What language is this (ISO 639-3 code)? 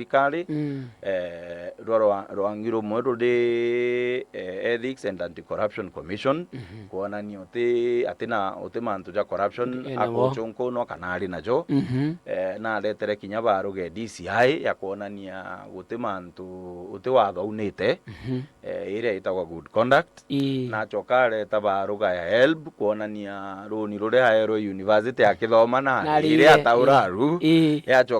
mer